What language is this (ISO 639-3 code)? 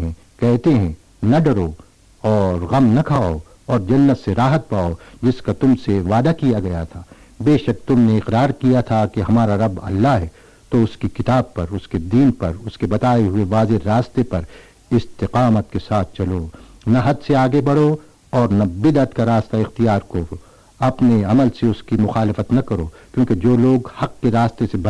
urd